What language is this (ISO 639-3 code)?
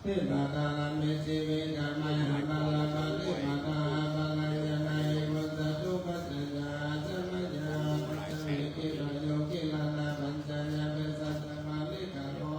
pli